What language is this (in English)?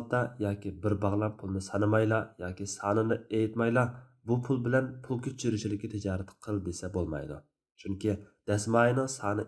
Uyghur